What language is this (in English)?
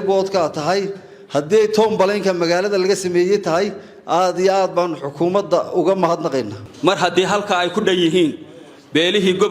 Somali